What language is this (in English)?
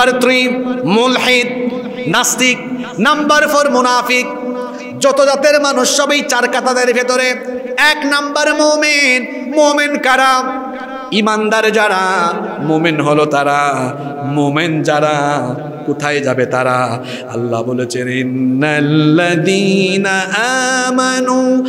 Bangla